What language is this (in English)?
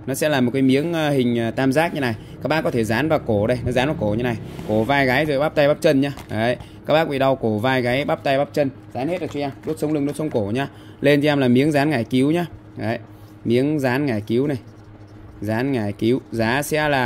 Vietnamese